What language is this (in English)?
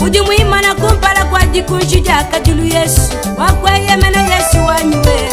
Luba-Lulua